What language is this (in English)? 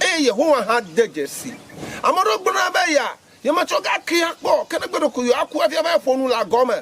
Ewe